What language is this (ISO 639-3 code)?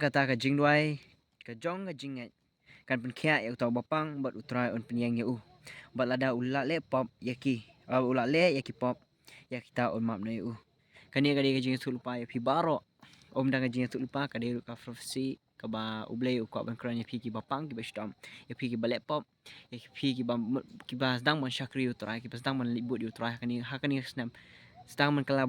kha